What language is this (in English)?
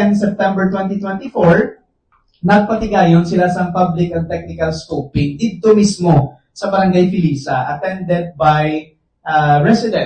Hiligaynon